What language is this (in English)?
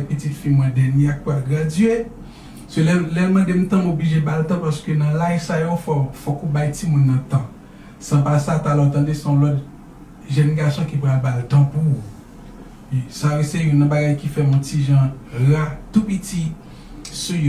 Haitian Creole